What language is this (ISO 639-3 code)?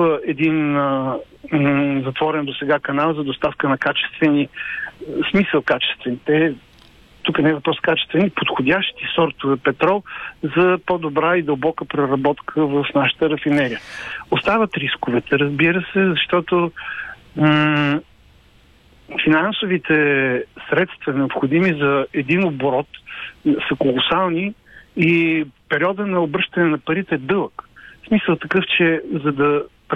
bul